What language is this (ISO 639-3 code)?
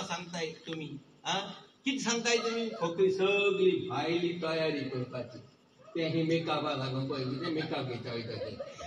kok